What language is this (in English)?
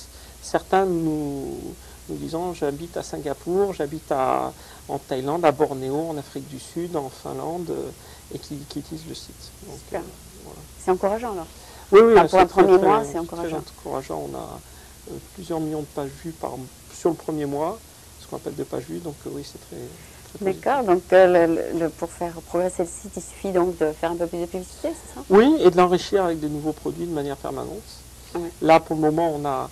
French